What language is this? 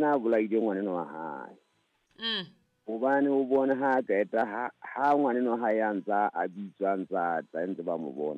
Southern Sotho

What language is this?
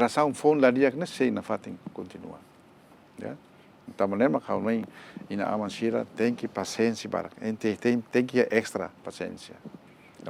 Tetum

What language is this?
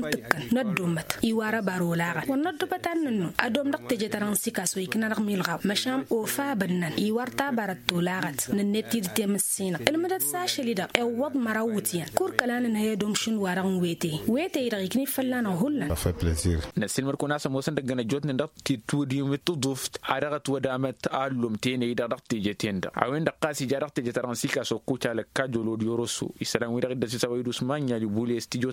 Tamasheq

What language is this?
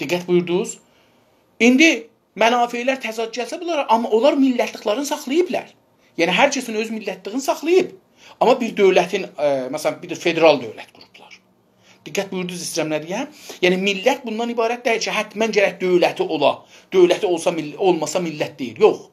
South Azerbaijani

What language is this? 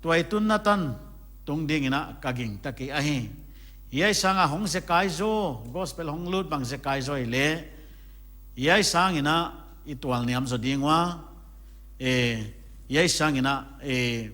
Paite Chin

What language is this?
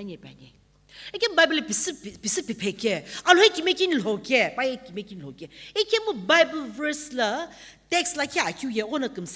Sumi Naga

